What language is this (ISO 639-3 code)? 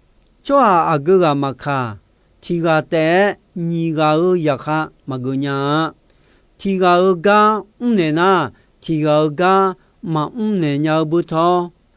ahk